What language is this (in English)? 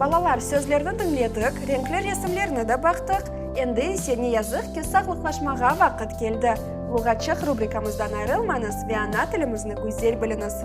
Crimean Tatar